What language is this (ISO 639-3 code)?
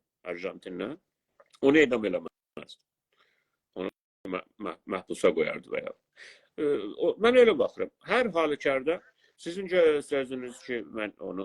azb